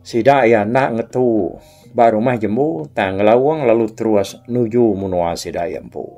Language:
Iban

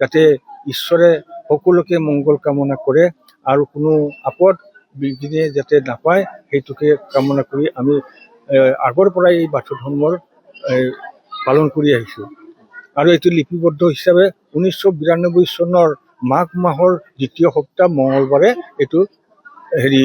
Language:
Assamese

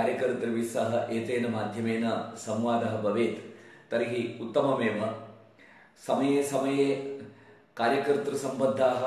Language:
Sanskrit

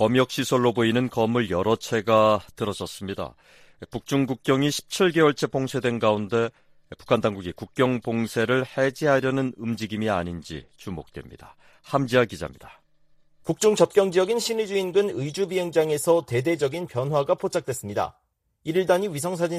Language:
Korean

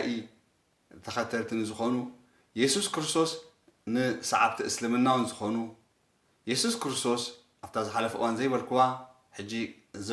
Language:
Tigrinya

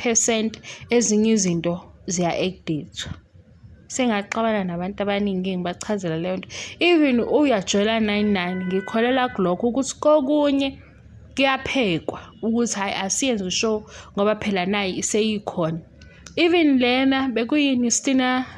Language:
Zulu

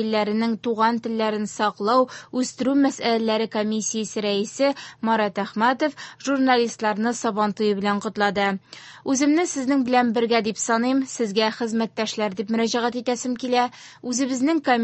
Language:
Tatar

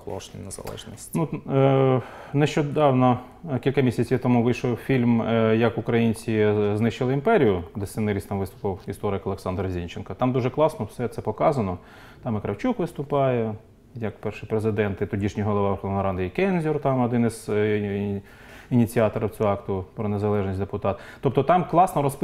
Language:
Ukrainian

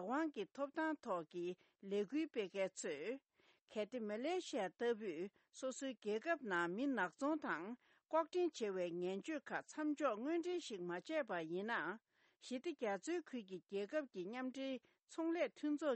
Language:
Tibetan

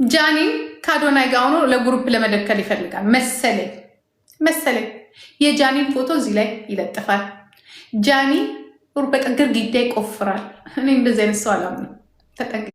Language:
Amharic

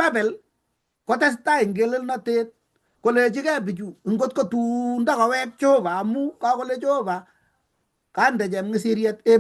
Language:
Kalenjin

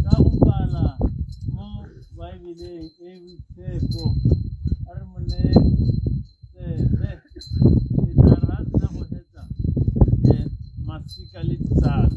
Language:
Tswana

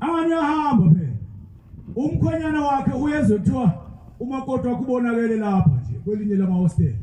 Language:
Zulu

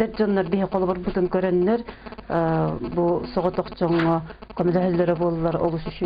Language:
Yakut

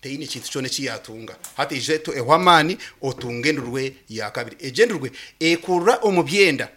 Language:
Nyankole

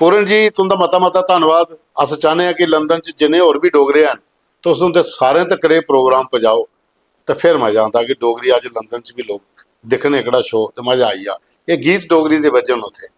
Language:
Dogri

